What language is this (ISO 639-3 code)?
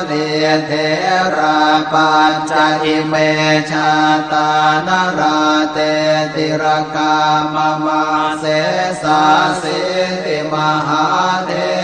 pli